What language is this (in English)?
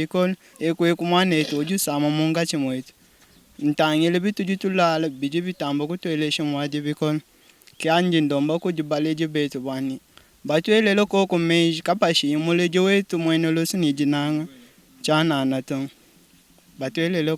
Luba-Lulua